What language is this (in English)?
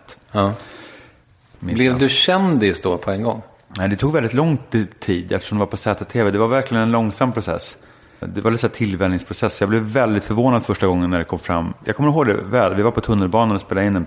Swedish